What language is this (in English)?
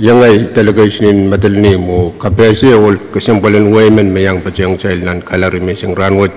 Pohnpeian